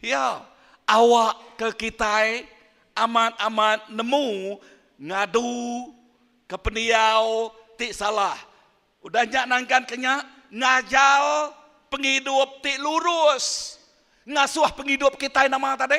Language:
Iban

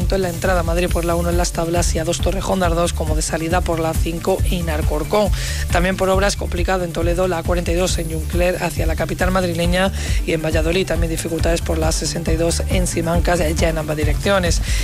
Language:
Spanish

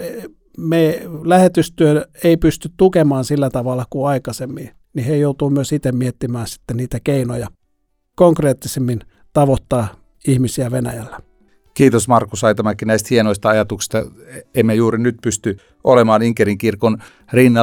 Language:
Finnish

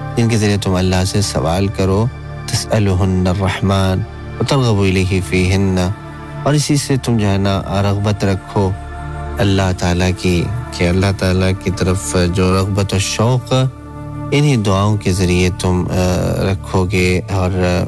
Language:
Urdu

